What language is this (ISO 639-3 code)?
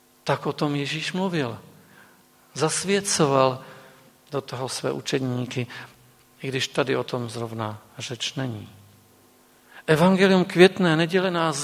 ces